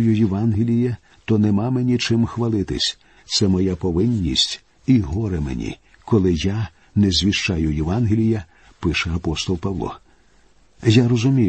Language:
Ukrainian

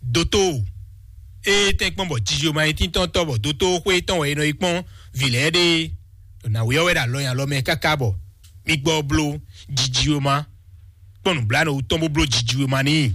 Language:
Fon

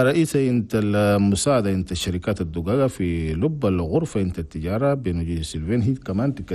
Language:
Chadian Arabic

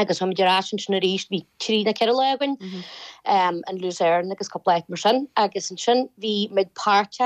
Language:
Irish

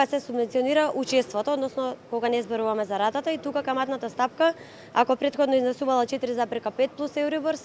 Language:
Macedonian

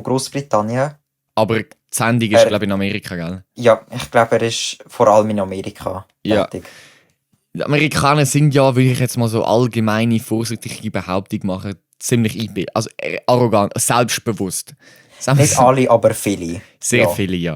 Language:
Swiss German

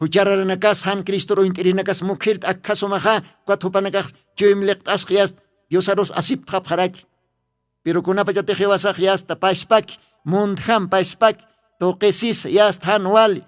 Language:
Aymara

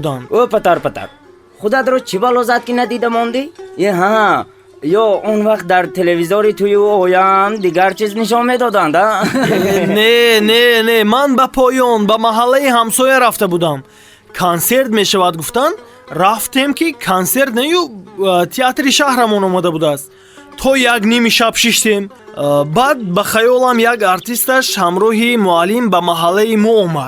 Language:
Tajik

